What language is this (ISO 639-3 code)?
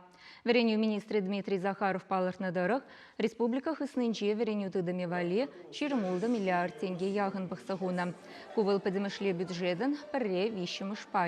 chv